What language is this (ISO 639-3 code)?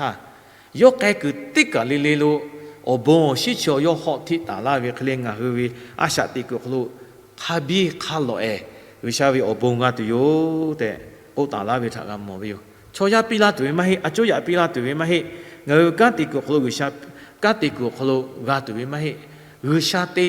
lhu